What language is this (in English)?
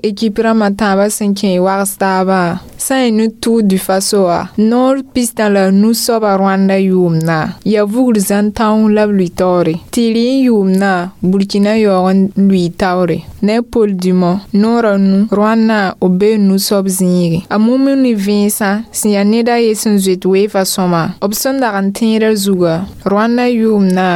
Mossi